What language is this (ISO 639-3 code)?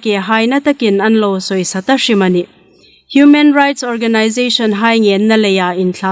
hmr